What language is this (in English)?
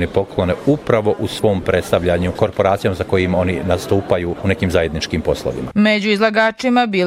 Bosnian